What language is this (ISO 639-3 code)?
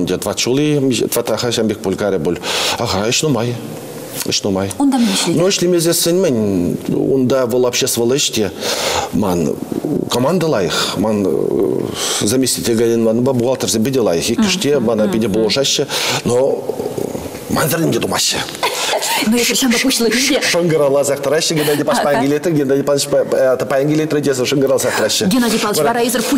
chv